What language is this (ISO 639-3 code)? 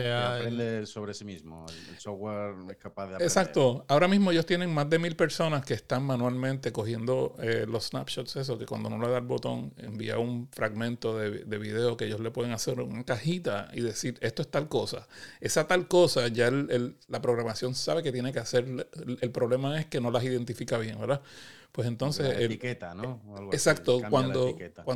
spa